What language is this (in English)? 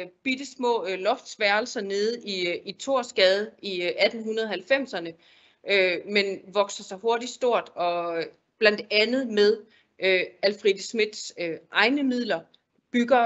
Danish